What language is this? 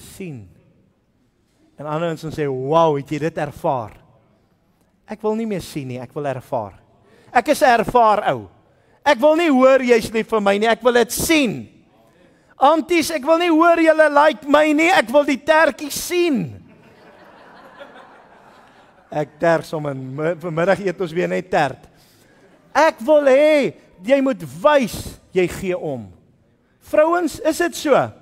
Afrikaans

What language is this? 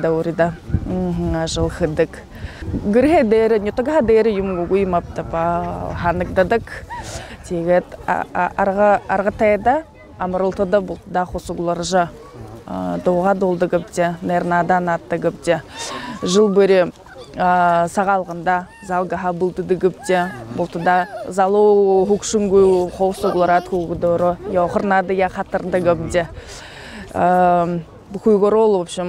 Buriat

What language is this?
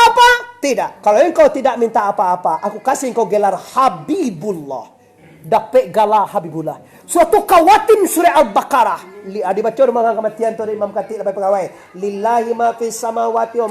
Minangkabau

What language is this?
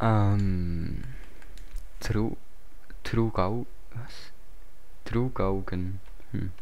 Swiss German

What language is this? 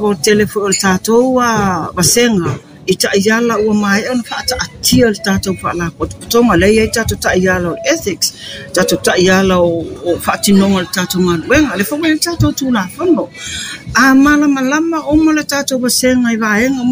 Samoan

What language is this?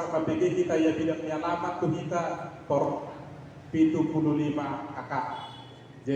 Batak Toba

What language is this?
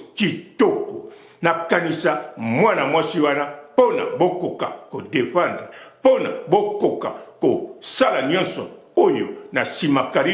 Lingala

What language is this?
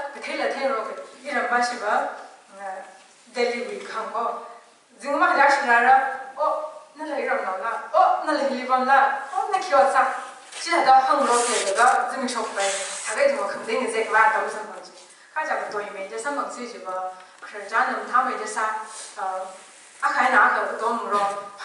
Tangkhul Naga (India)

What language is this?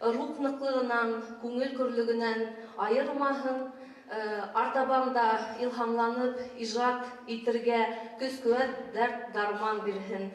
Bashkir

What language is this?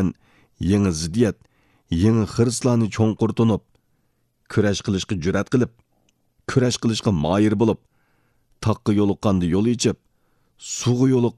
Uyghur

